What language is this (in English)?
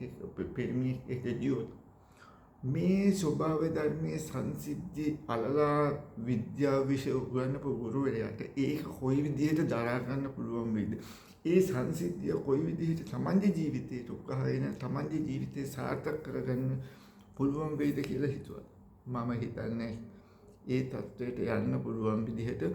Sinhala